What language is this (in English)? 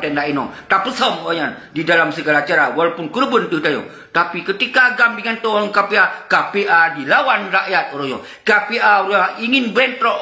Achinese